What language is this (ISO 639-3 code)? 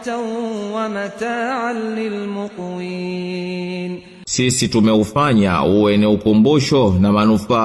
swa